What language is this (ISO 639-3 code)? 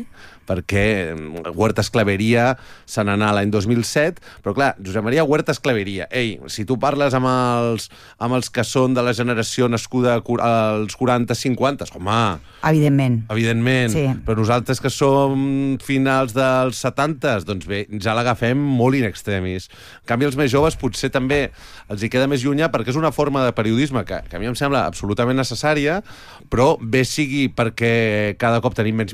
cat